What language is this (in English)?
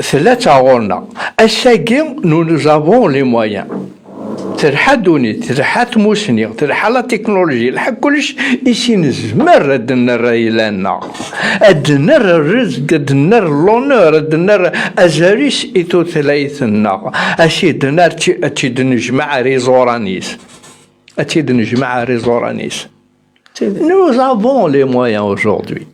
Kabyle